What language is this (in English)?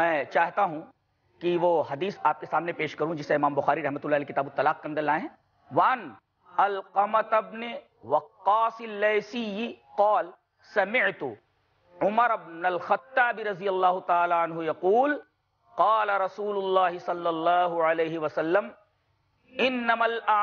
Urdu